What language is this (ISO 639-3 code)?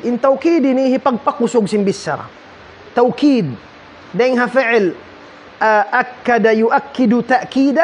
tsg